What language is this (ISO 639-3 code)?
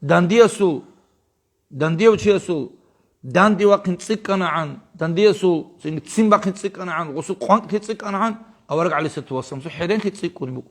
ava